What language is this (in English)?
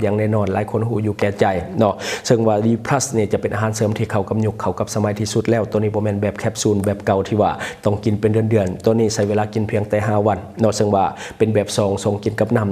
Lao